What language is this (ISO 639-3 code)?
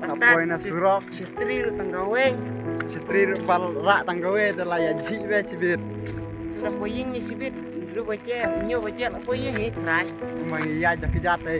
kha